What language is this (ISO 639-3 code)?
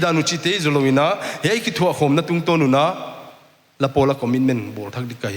pck